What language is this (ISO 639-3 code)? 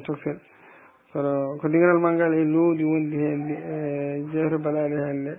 ful